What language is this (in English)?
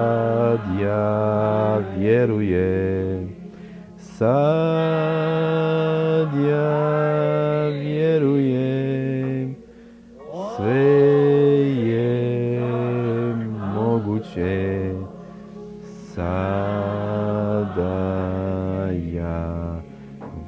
Croatian